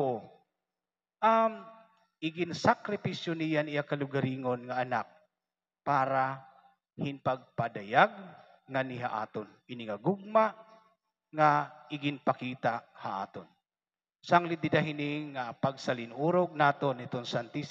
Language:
Waray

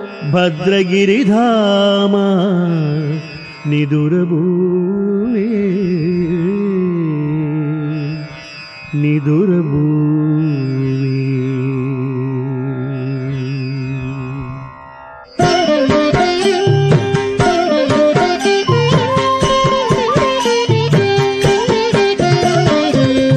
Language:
Telugu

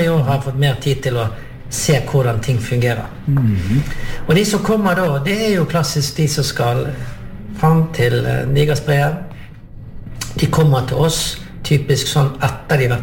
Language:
Norwegian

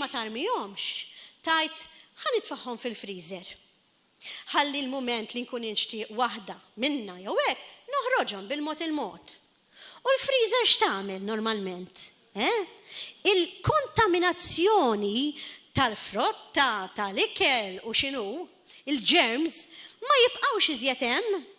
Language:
Maltese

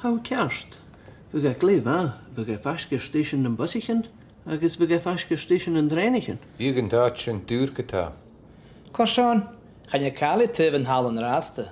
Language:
Scottish Gaelic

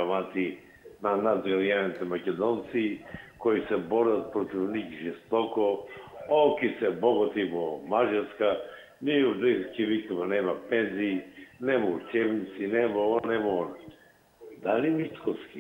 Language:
Macedonian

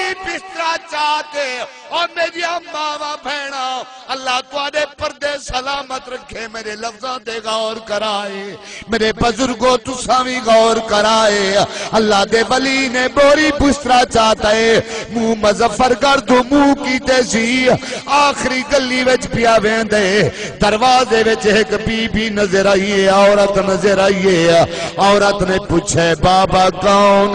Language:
Saraiki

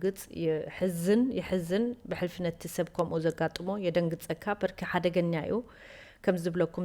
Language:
Tigrinya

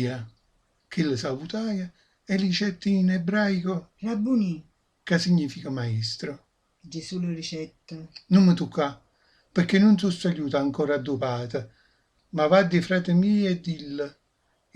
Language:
Neapolitan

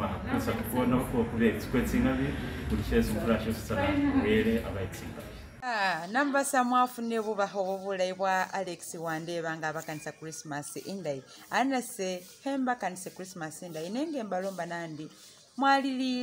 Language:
Masaaba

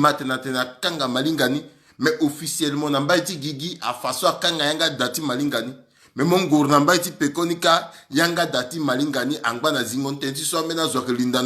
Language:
Sango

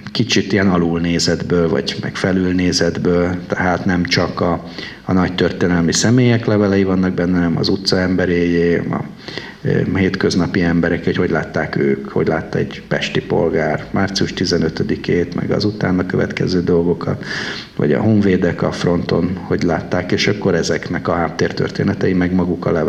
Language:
Hungarian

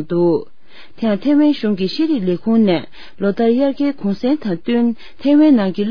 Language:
Tibetan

